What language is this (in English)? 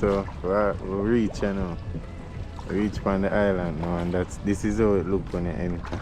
Jamaican Creole English